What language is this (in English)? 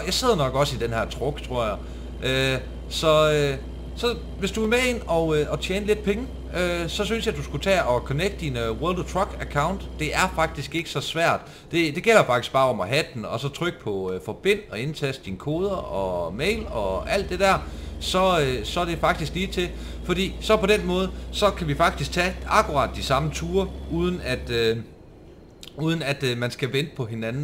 Danish